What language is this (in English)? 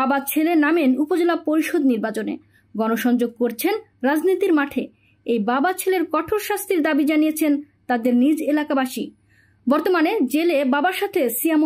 Bangla